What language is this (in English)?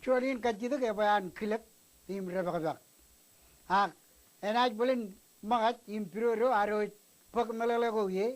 Marshallese